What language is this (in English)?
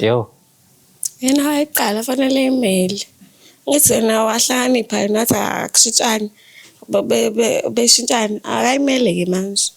Zulu